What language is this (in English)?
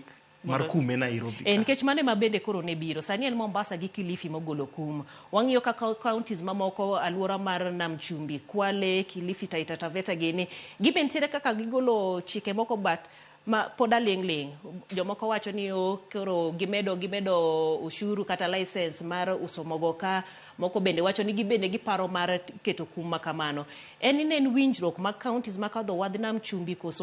Luo (Kenya and Tanzania)